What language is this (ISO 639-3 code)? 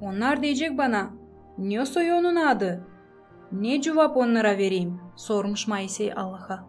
gag